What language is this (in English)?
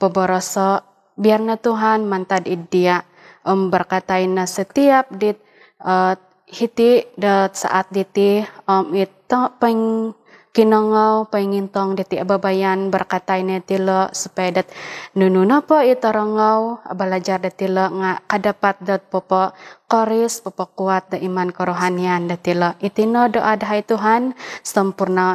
Central Dusun